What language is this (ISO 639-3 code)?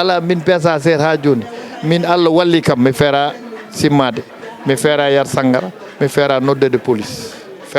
ful